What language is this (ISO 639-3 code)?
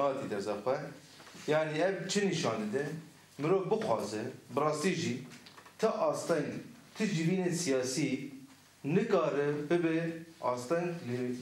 kur